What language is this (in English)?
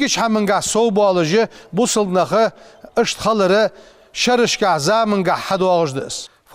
Ingush